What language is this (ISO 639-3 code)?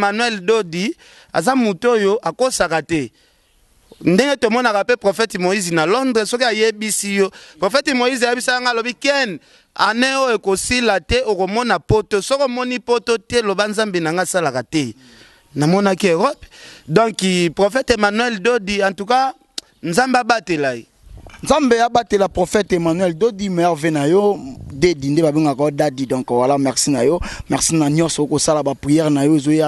lin